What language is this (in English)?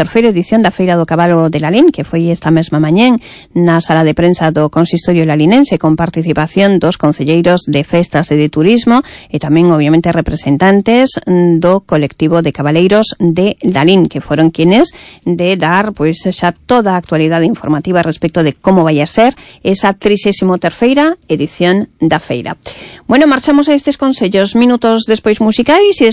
Galician